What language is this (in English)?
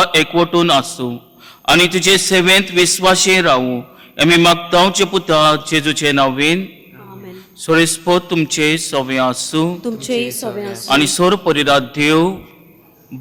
Konkani